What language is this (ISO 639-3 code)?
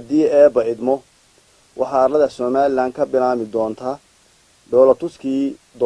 som